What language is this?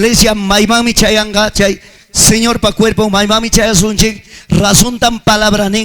Ayacucho Quechua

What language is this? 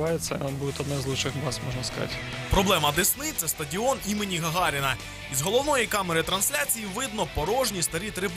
Ukrainian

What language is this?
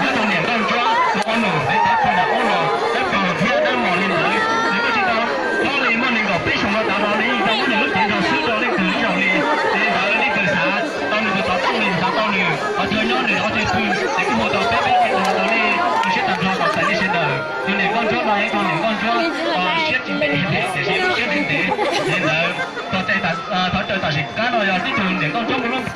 Hmong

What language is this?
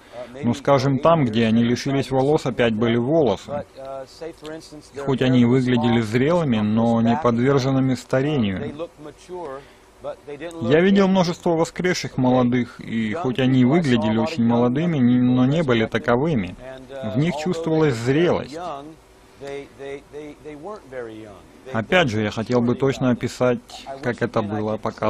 Russian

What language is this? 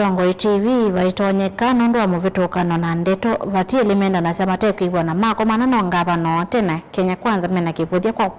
Kamba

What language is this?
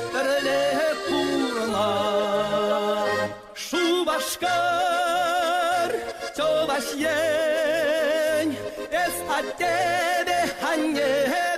Chuvash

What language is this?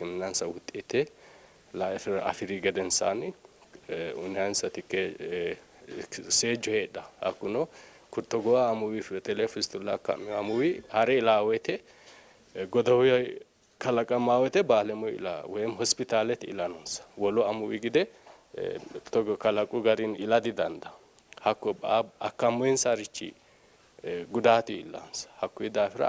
Sidamo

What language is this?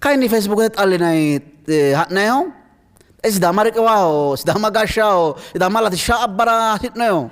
Sidamo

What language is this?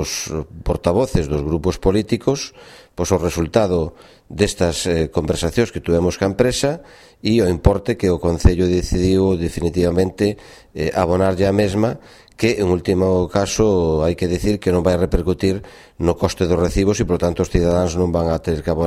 Galician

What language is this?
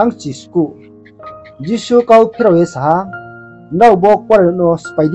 Riang (India)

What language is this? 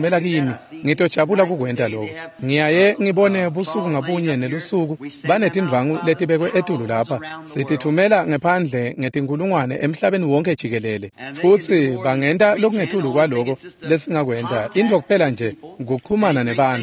Swati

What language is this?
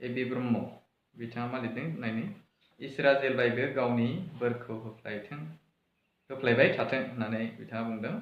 Bodo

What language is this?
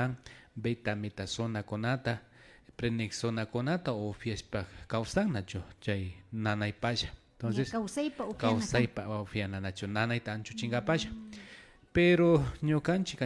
Imbabura Highland Quichua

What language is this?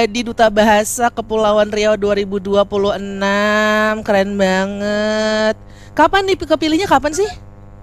Indonesian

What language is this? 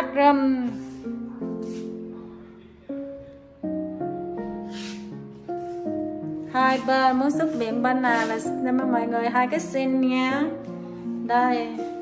Vietnamese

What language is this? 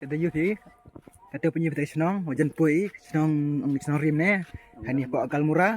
Khasi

